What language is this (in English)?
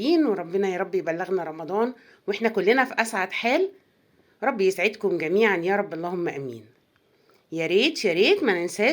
Egyptian Arabic